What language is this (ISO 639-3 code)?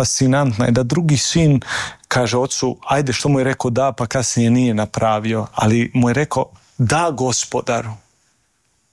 hrv